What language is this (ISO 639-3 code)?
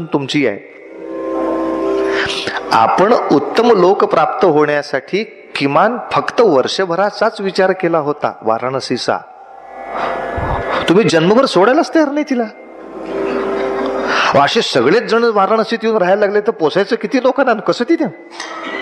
mar